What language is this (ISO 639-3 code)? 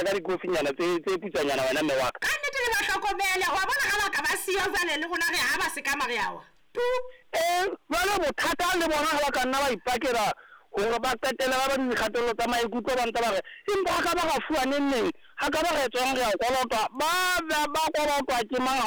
sot